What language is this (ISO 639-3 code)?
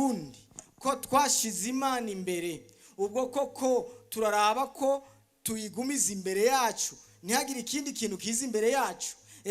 run